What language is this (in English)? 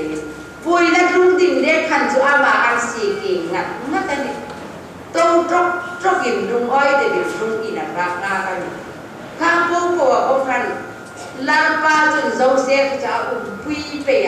Hmar